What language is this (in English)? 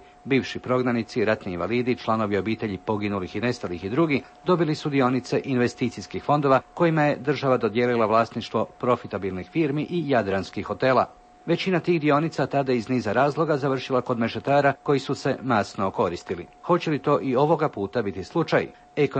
Croatian